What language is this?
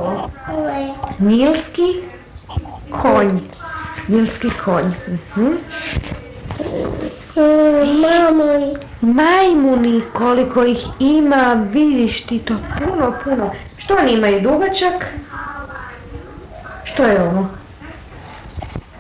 Croatian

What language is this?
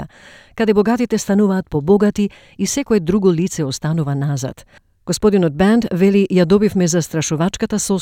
Macedonian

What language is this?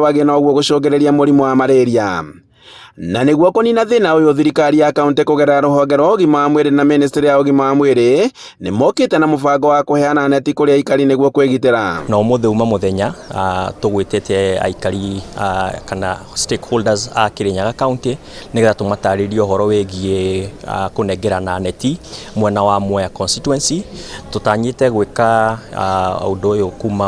Kikuyu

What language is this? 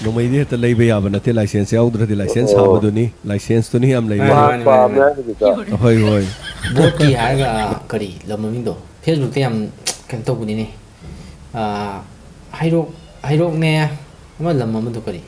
Manipuri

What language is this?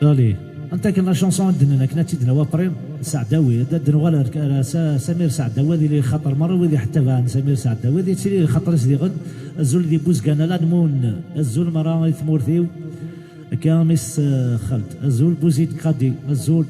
Kabyle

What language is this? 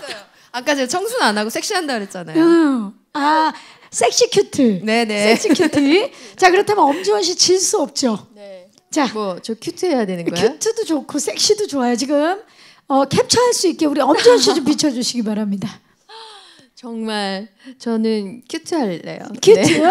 Korean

